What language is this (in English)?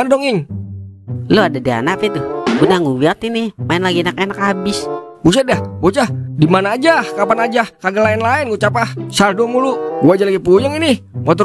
Betawi